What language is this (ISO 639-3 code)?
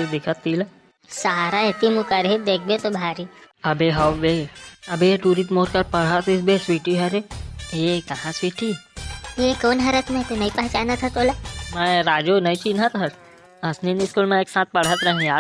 hne